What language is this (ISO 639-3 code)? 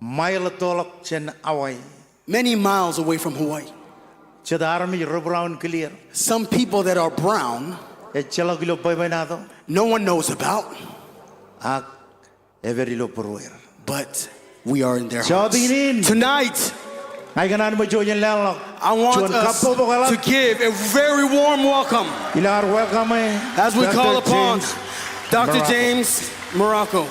mah